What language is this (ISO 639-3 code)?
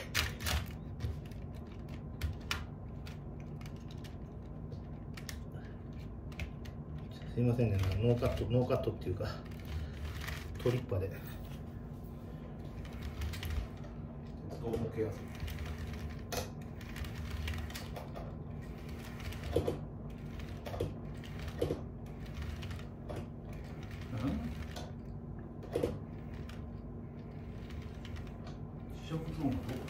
jpn